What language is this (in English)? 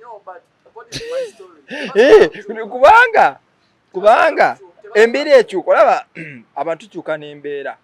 Ganda